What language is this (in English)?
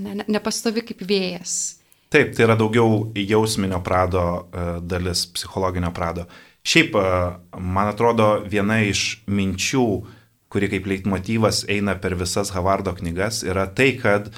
Lithuanian